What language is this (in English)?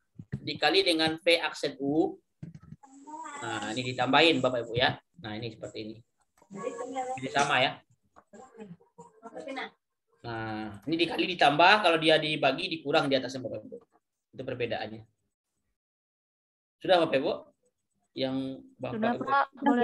Indonesian